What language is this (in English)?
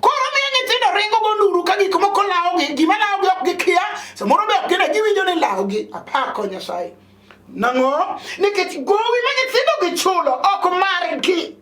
Luo (Kenya and Tanzania)